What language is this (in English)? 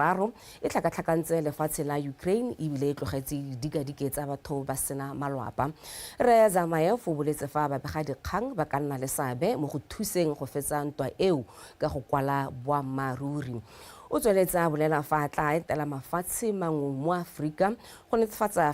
Tswana